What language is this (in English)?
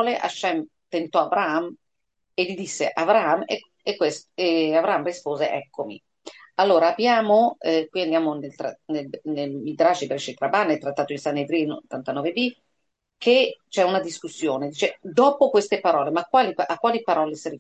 Italian